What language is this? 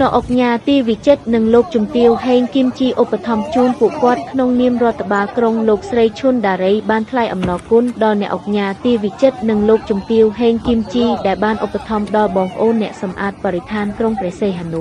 Khmer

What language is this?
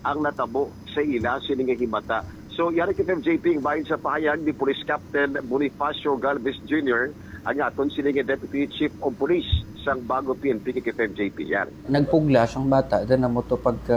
Hiligaynon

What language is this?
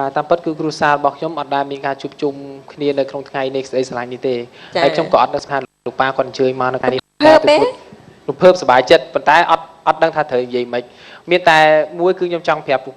Khmer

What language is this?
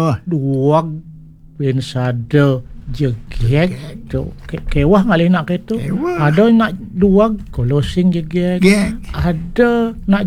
Balinese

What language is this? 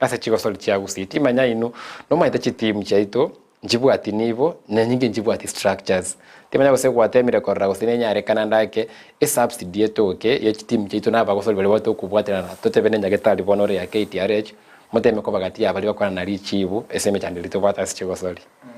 Gusii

